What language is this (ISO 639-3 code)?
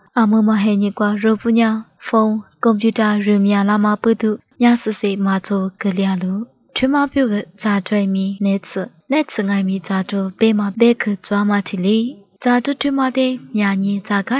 lis